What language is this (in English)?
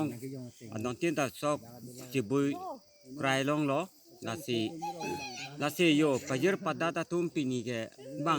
Karbi